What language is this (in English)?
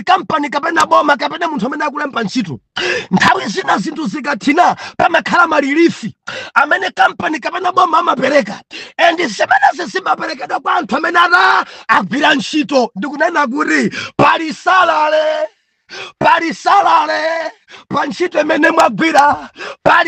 Nyanja